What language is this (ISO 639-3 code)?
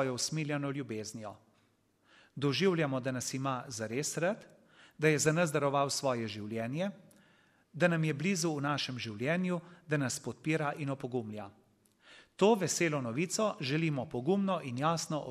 slv